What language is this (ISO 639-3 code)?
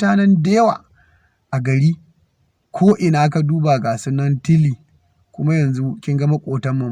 hau